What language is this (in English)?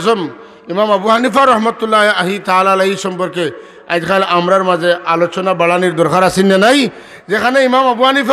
Sylheti